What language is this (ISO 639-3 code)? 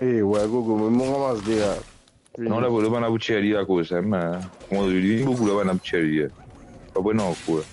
mfe